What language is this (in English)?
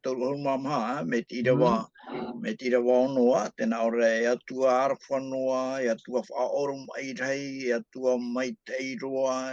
Tahitian